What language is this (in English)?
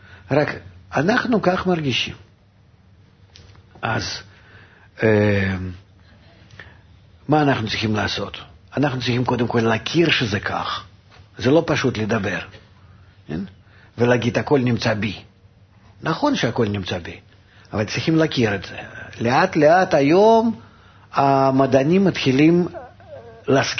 Hebrew